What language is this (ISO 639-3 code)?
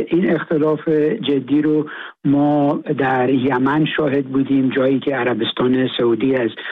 fas